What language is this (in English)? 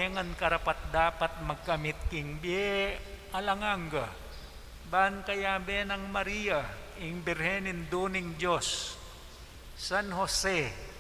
Pampanga